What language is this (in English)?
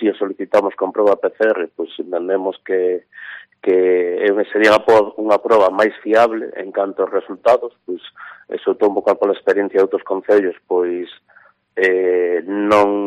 Galician